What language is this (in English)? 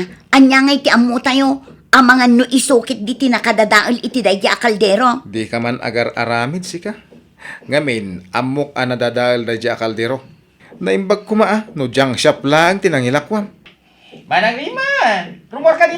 Iloko